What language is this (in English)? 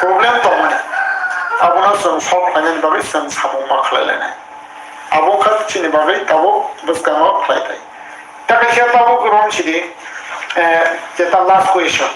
Kok Borok